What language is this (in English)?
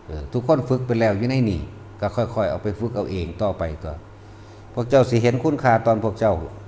Lao